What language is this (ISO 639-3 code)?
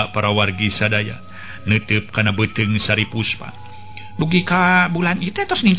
sun